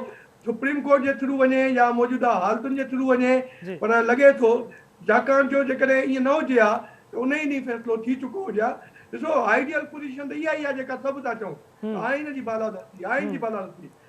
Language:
Sindhi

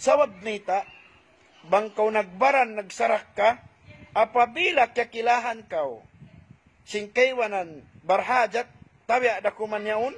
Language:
Tausug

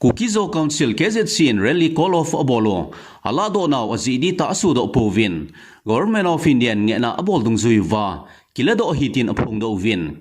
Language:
Thado Chin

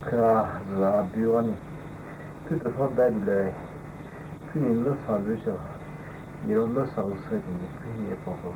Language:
Poumei Naga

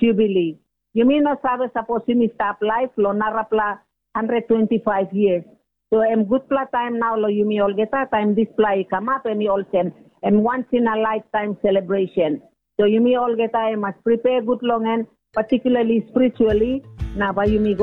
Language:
Tok Pisin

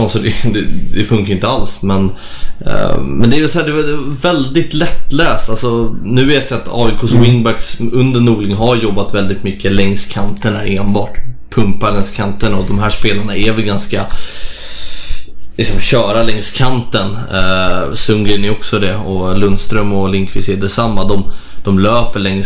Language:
Swedish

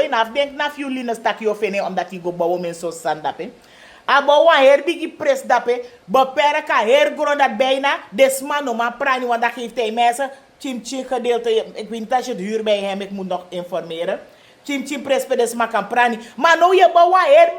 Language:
Sranan Tongo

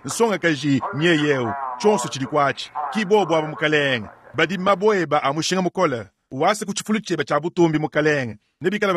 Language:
Luba-Lulua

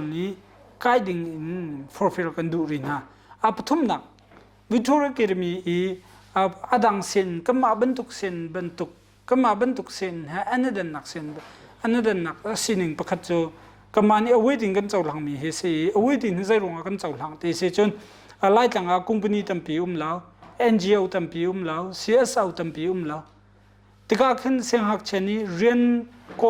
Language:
Hakha Chin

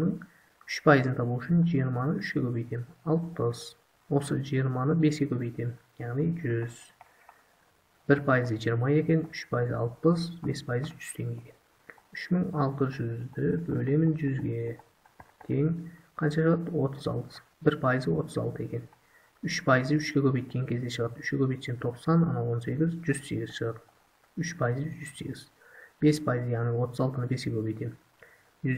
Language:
Kazakh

